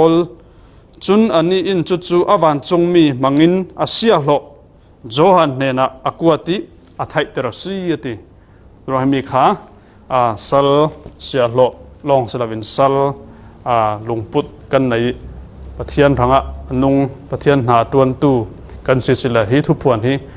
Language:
Falam Chin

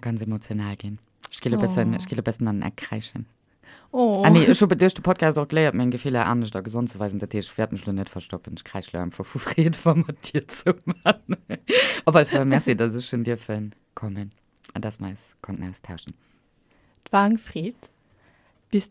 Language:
Luxembourgish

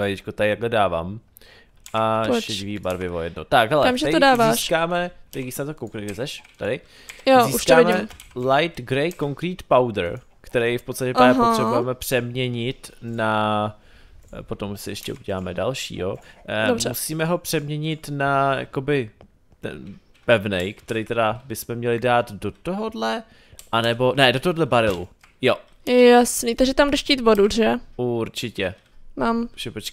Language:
Czech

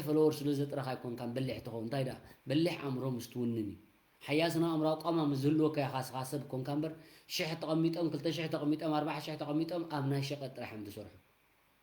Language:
Tigrinya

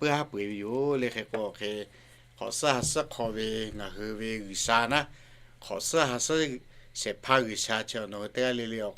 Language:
Lahu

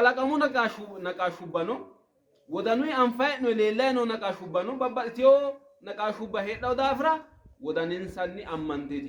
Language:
Sidamo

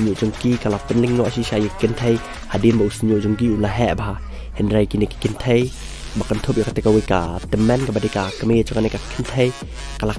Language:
Khasi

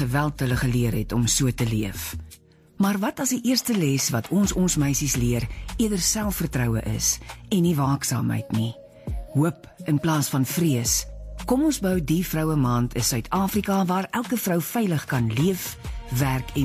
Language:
Afrikaans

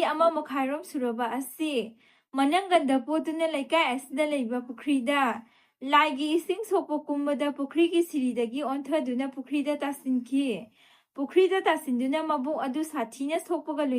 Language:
Manipuri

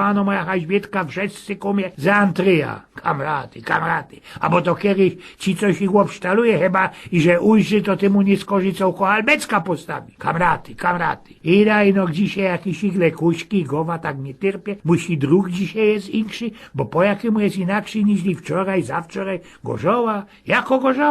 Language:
Silesian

